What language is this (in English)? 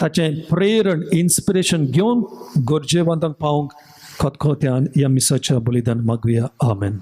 Konkani